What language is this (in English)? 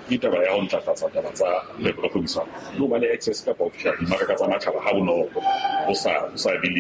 Southern Sotho